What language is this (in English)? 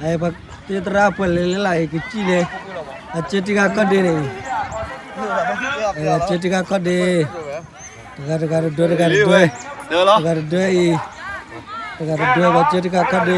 S'gaw Karen